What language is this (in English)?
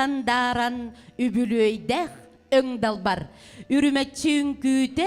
Yakut